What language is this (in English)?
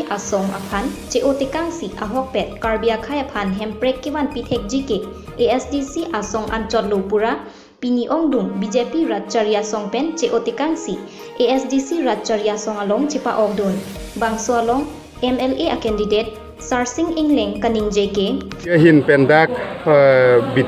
Karbi